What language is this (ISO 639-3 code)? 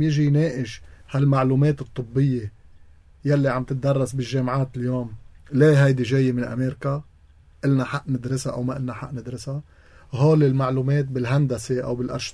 apc